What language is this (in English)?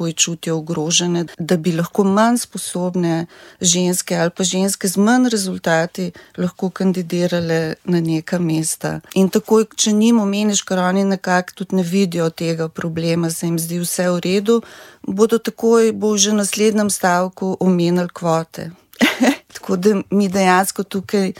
Slovenian